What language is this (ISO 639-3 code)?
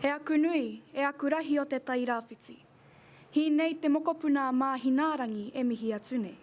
mri